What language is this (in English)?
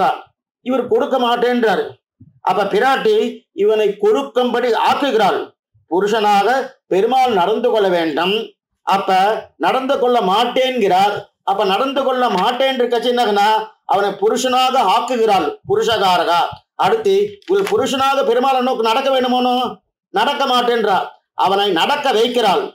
Tamil